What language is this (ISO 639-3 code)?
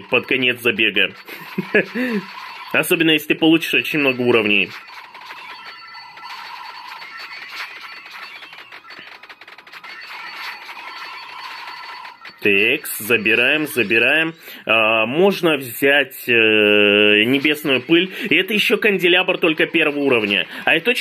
rus